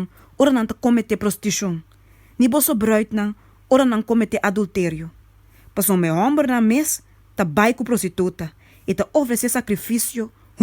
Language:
Papiamento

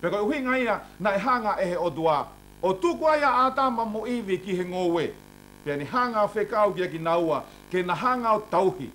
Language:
Tongan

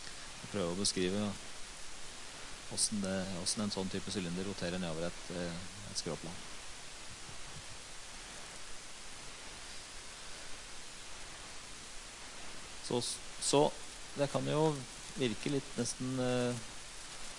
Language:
Norwegian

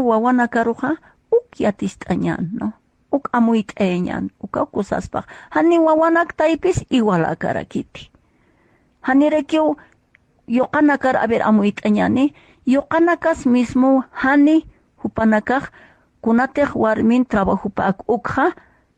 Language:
Aymara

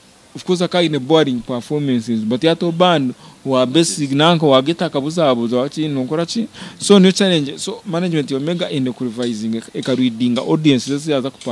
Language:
Nyankole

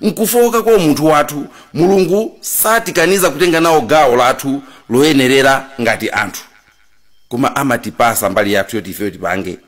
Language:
Nyanja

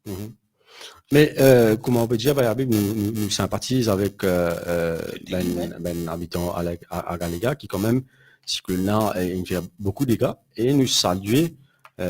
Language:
Morisyen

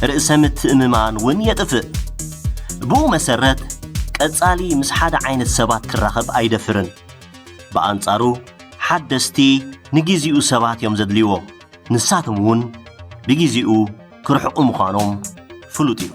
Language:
Tigrinya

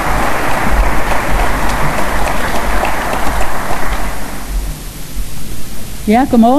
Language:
Danish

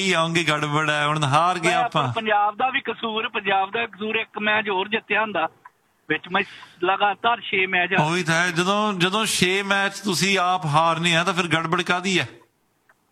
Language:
Punjabi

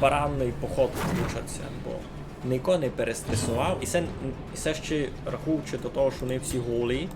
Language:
Rusyn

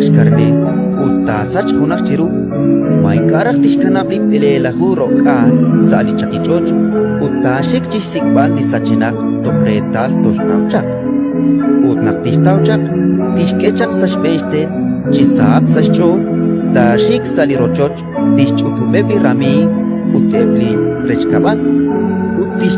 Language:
Kekchí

